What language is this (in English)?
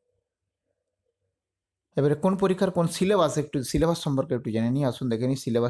Bangla